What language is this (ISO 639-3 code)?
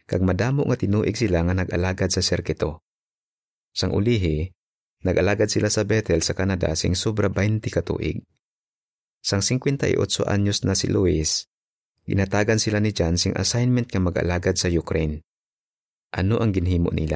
hil